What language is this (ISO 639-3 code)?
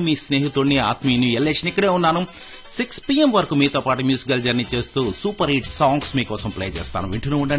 tel